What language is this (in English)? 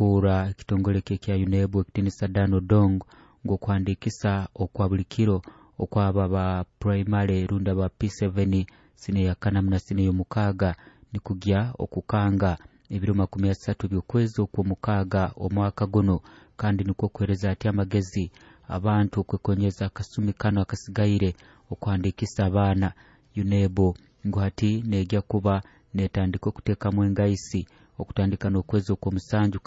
Nyoro